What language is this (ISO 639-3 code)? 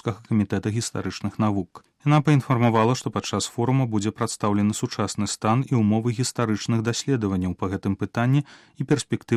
bel